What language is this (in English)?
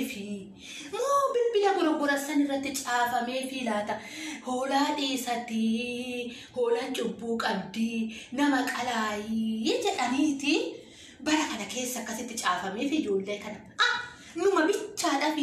Oromo